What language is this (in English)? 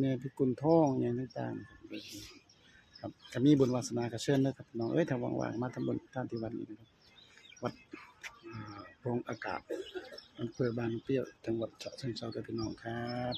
Northeastern Thai